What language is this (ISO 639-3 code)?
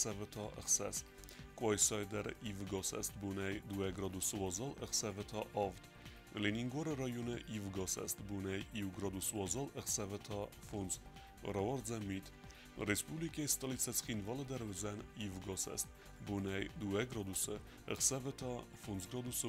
oss